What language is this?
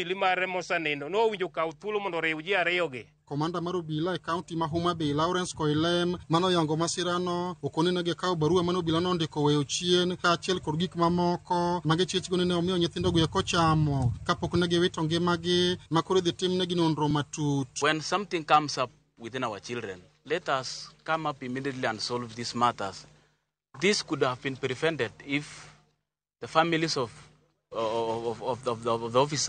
Luo (Kenya and Tanzania)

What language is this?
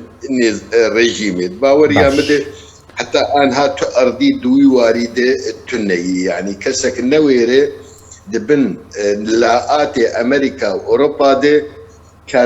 Kurdish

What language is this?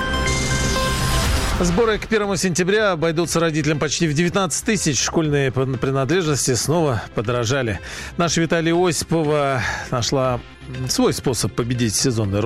Russian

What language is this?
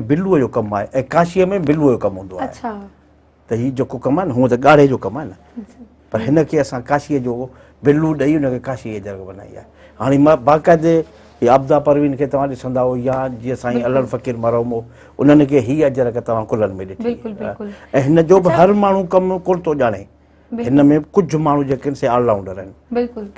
Sindhi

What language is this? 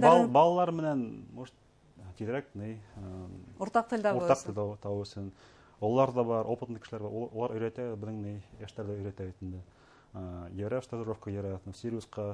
Bashkir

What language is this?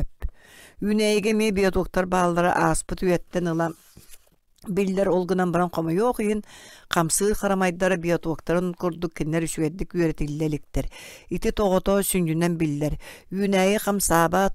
Yakut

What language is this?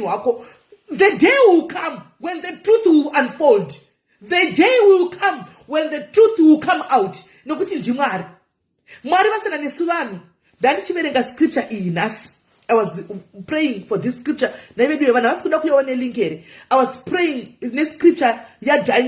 Shona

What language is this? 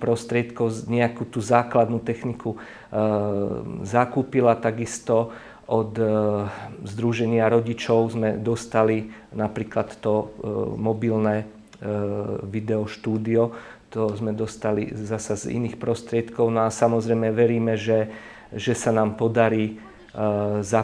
Slovak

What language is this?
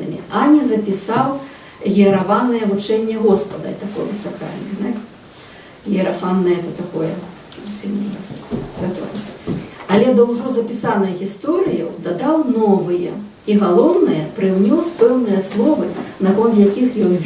Belarusian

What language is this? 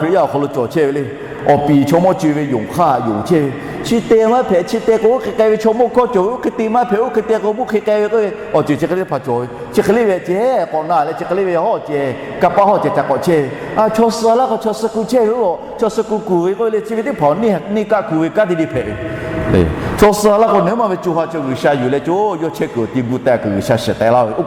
Lahu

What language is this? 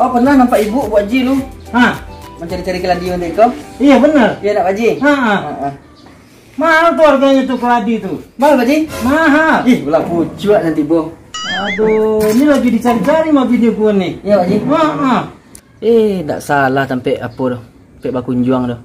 Minangkabau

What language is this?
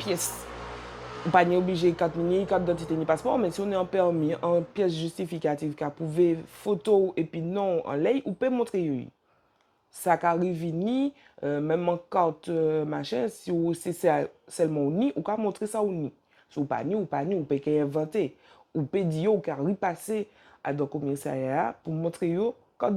Guadeloupean Creole French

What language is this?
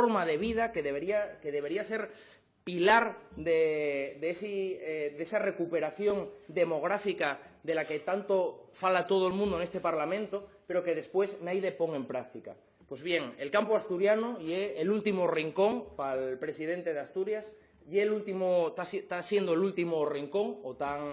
Asturian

